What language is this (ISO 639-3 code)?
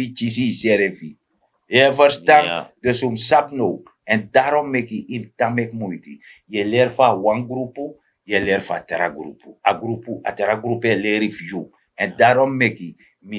srn